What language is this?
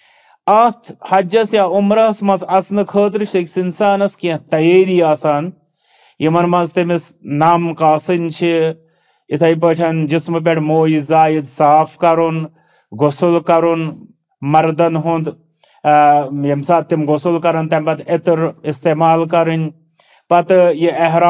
Kashmiri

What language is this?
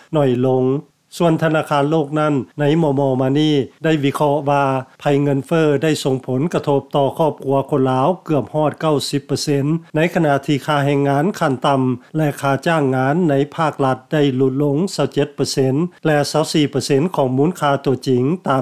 Lao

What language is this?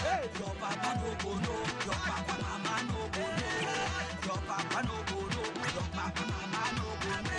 Nigerian Pidgin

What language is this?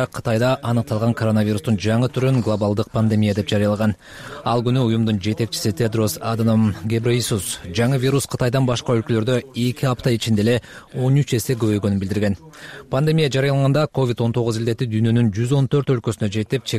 Kyrgyz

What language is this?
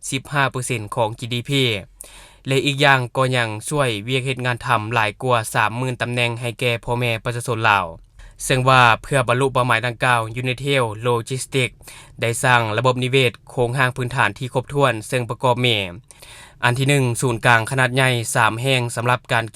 Lao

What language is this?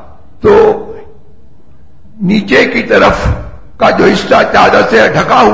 Urdu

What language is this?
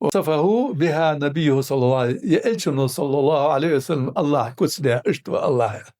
Ingush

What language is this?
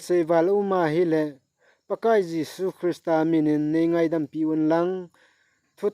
Thado Chin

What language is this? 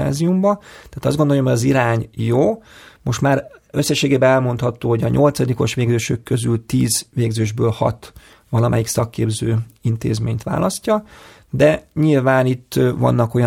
Hungarian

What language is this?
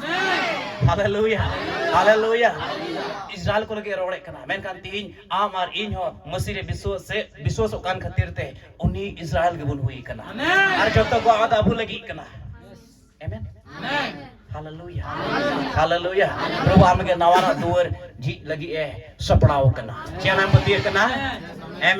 Santali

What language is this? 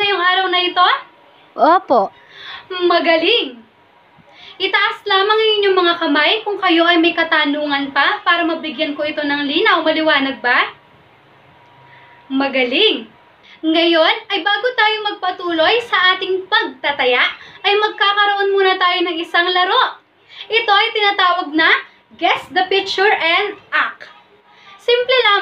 Filipino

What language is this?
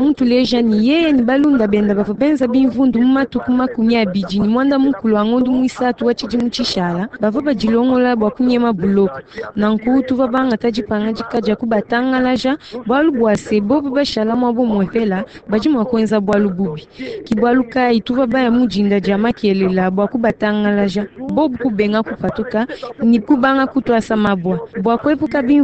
Luba-Lulua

